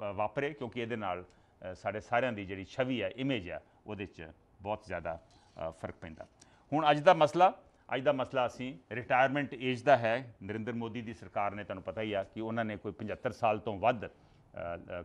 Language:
Punjabi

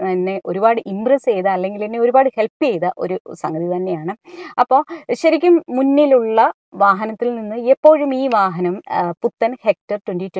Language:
Malayalam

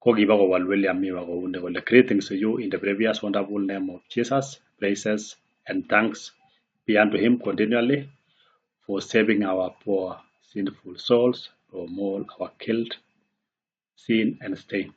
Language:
Kalenjin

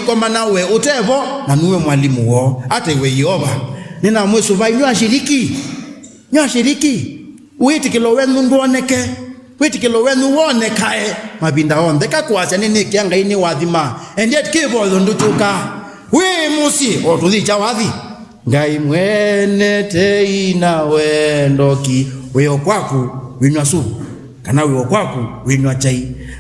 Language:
Kamba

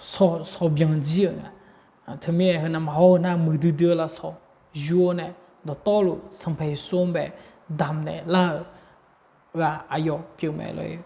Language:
Akha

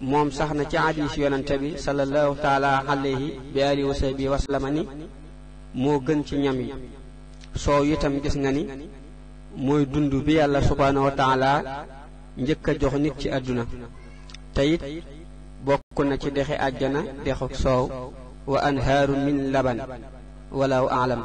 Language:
Wolof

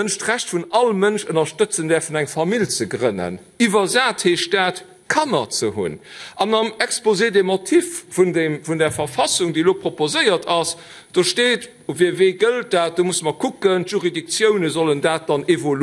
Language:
Luxembourgish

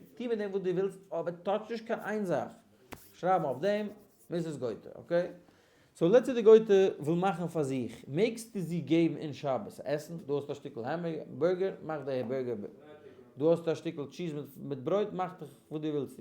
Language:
Yiddish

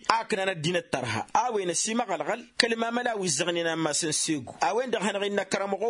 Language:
Tamasheq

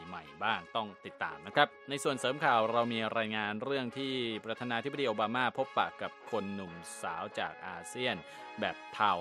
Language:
Thai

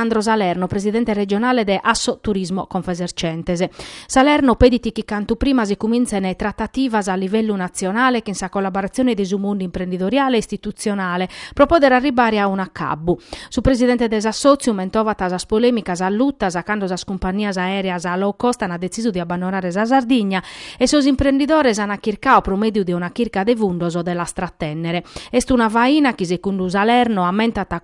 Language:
Sardinian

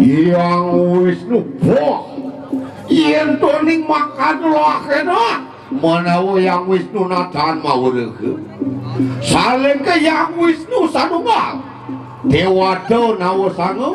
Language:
Balinese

